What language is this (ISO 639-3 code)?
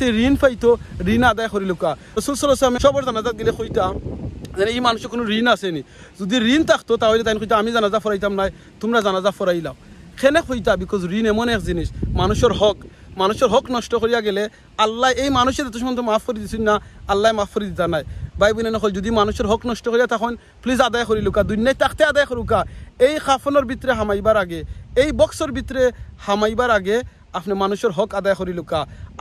syl